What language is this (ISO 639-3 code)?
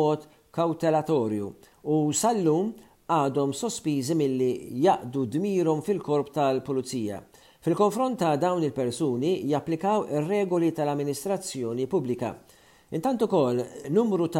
mlt